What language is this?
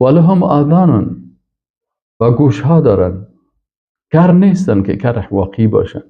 Persian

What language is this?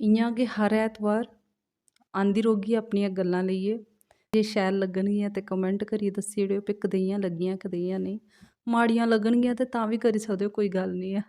Dogri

